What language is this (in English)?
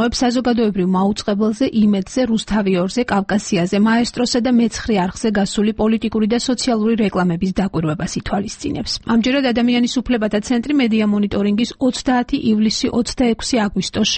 Georgian